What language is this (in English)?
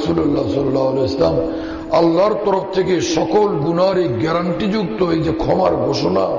Bangla